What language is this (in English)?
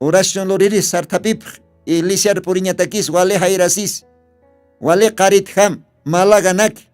Aymara